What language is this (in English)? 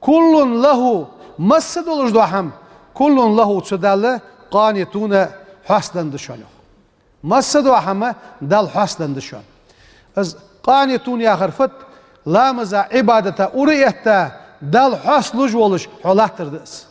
Ingush